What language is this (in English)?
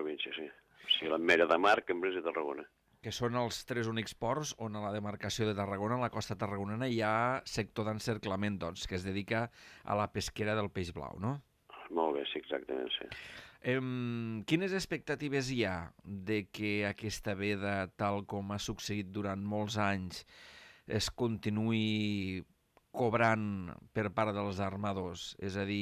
Catalan